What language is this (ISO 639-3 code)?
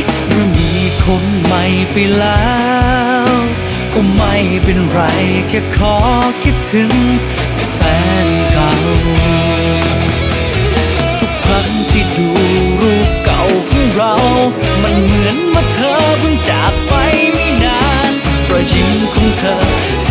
tha